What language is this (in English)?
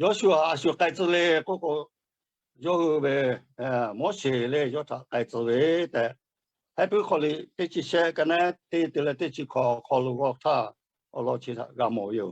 Lahu